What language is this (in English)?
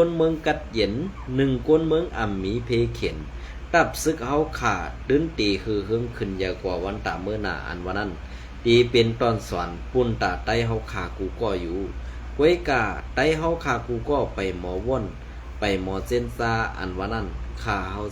Shan